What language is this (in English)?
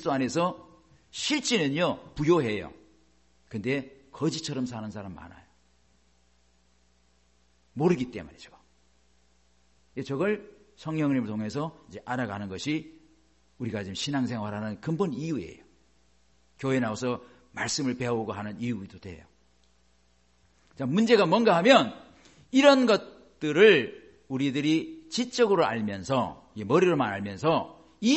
Korean